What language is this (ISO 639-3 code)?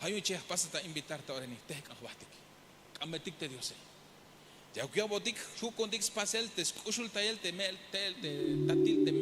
tzh